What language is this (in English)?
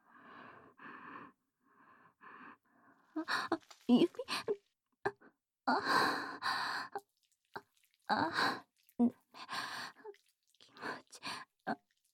Japanese